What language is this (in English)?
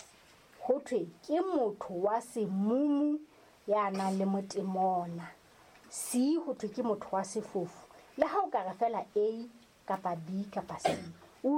Southern Sotho